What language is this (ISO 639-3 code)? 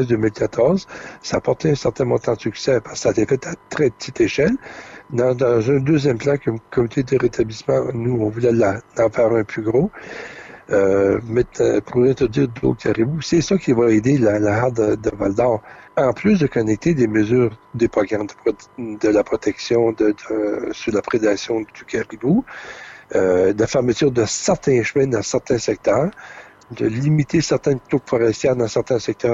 fra